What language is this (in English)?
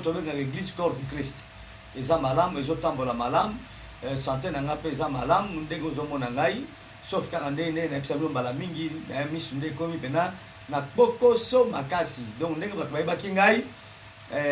Lingala